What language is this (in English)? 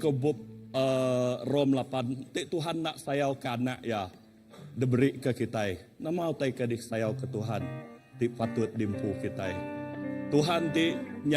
Iban